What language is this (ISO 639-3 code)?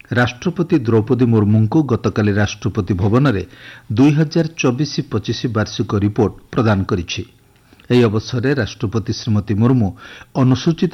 ori